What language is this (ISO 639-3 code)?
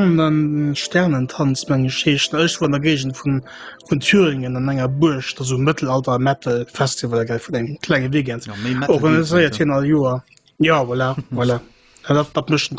ltz